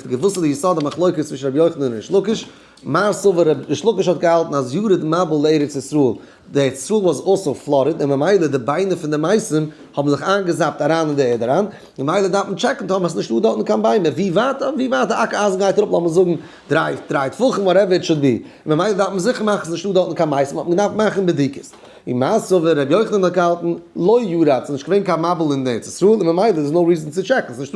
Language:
Yiddish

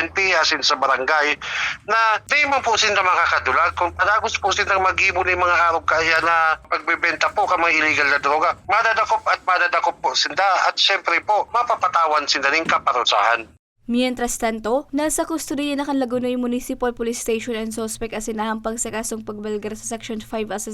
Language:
Bikol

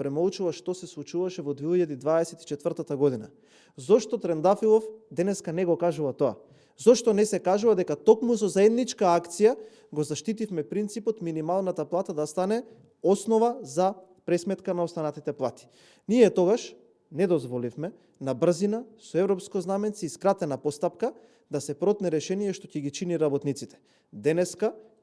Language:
Macedonian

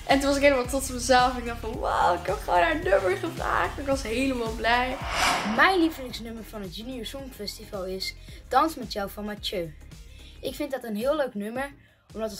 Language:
Dutch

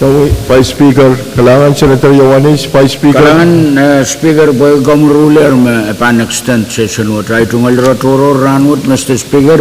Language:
Pohnpeian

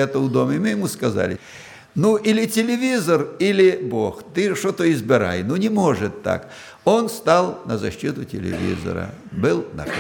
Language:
Russian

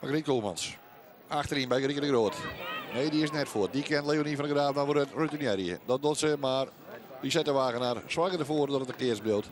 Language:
Western Frisian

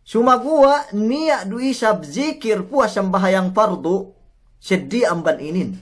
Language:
Yakan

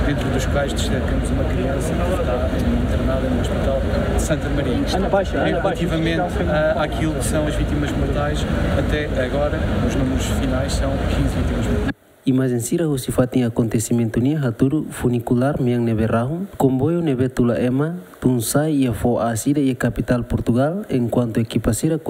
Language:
Tetum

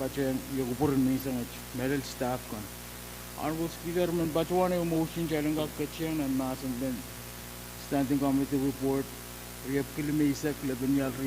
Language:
Pohnpeian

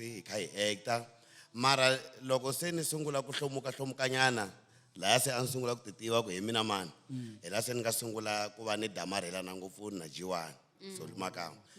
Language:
Tsonga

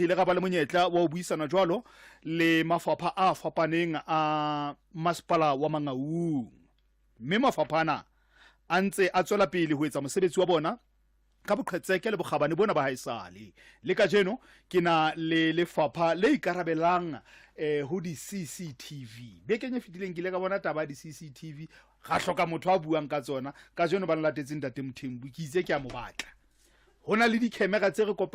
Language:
Southern Sotho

